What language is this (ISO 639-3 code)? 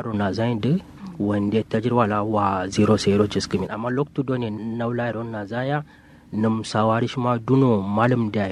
kau